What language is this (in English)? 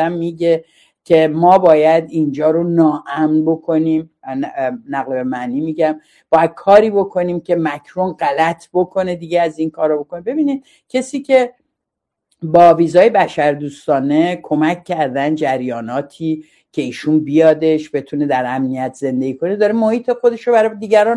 Persian